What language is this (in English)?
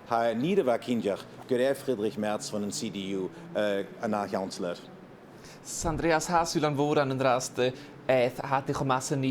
Scottish Gaelic